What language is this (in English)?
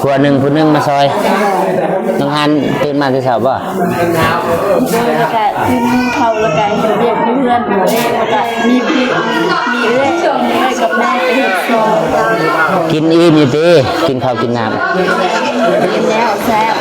Lao